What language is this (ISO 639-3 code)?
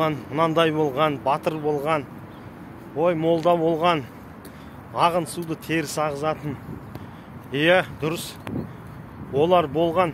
kaz